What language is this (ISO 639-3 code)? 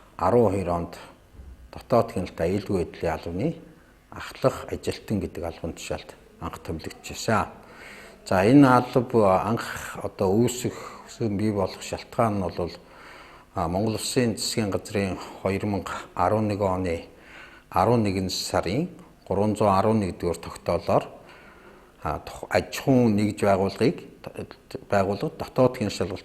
mon